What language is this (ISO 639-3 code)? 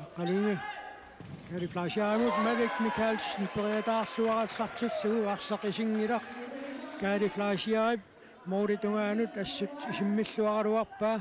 kal